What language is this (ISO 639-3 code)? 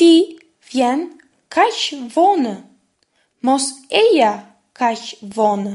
sqi